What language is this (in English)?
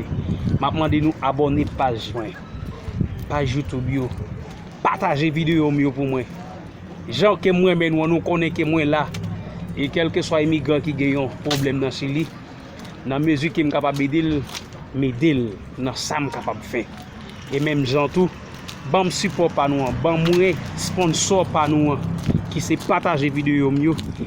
Haitian Creole